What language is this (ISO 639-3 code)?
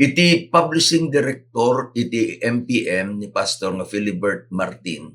ilo